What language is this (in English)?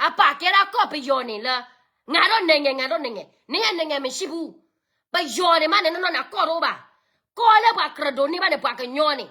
S'gaw Karen